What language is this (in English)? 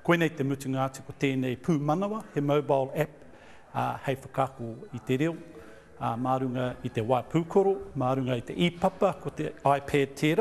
Māori